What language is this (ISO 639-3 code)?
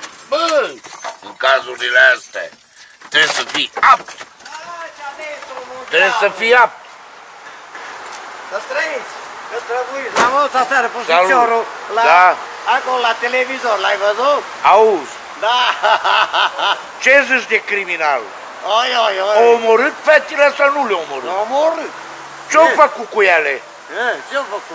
ron